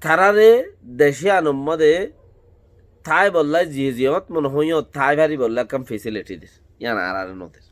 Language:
Rohingya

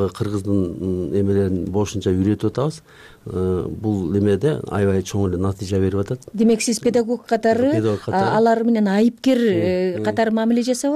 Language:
Kyrgyz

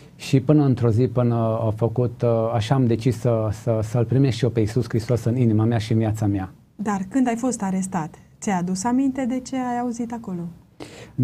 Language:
Romanian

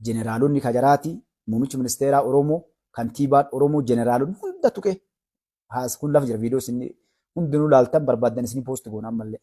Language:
Oromo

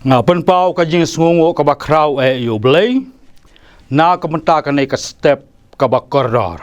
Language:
Khasi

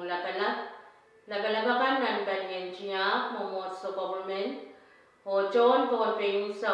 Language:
Pohnpeian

